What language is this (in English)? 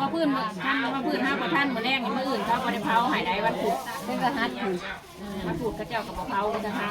Northeastern Thai